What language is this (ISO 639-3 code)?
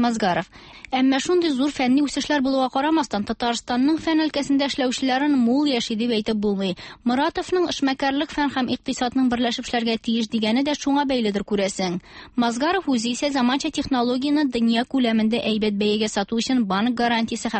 tat